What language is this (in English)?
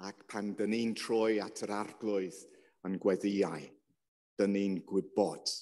Welsh